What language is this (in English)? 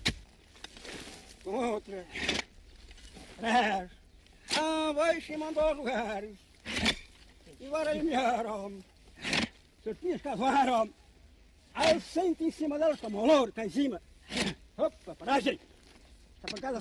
Portuguese